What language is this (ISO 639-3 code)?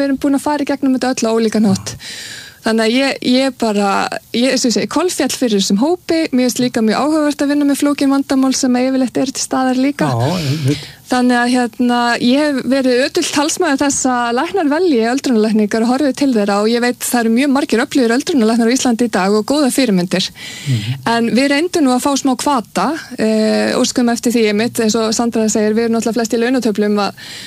isl